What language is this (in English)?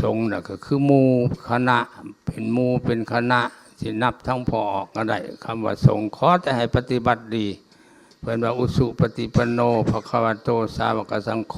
Lao